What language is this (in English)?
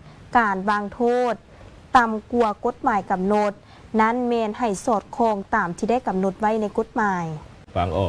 Lao